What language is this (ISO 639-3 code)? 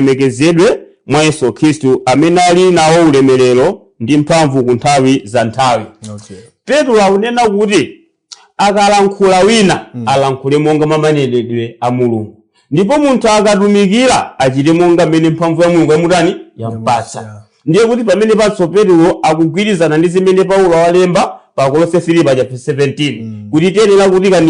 nya